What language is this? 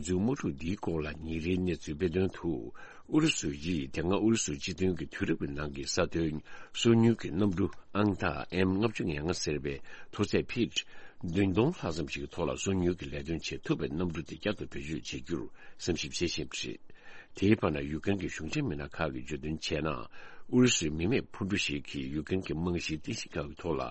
Tibetan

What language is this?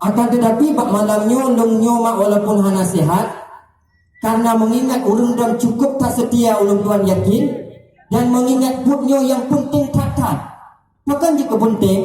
Achinese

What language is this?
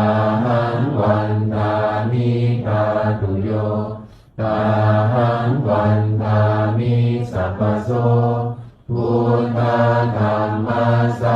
Pali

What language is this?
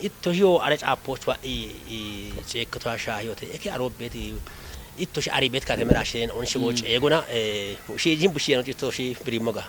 Kafa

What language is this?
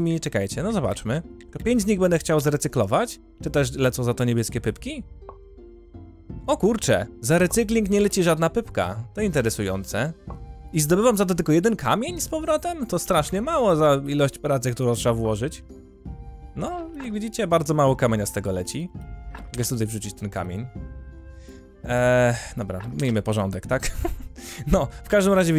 Polish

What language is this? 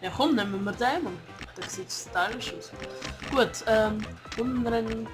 Swiss German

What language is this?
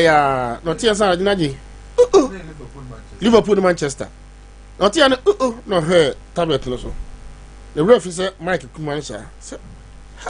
Akan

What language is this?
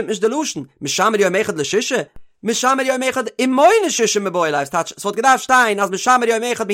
Yiddish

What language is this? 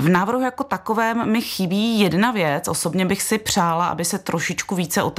Czech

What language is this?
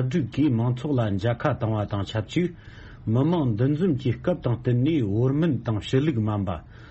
Tibetan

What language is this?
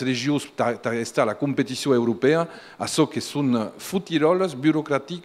Occitan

